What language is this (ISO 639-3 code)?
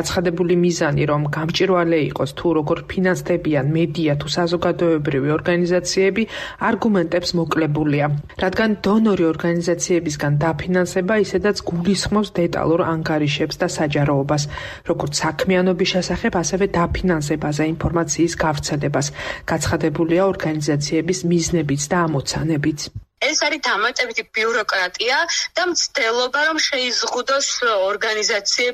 kat